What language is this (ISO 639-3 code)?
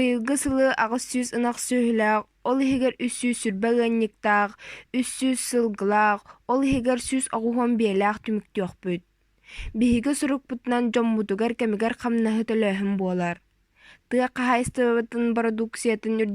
sah